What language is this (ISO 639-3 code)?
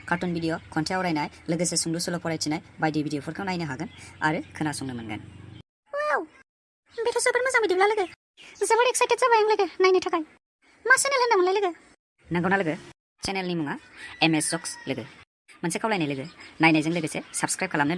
brx